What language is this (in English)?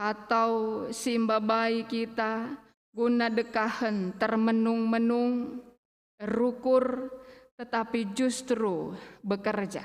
Batak Karo